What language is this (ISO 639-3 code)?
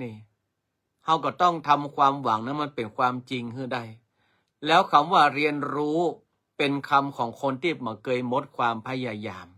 nod